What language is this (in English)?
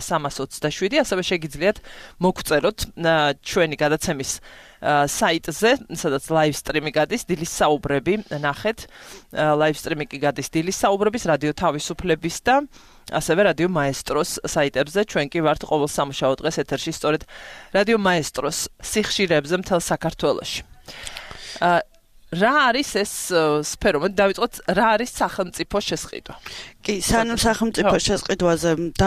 Georgian